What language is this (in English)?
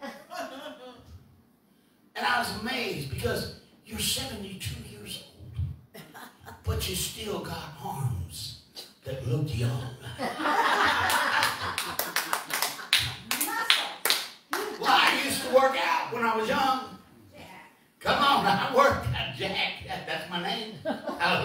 English